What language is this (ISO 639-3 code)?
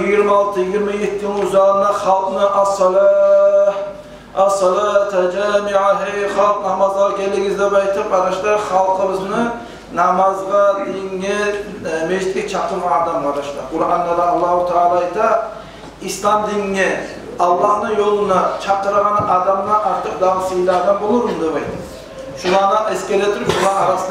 kum